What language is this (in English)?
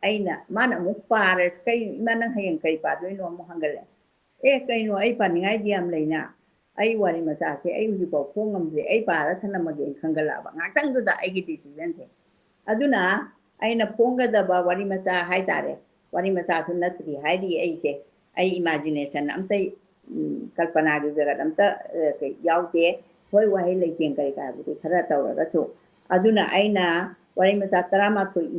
Manipuri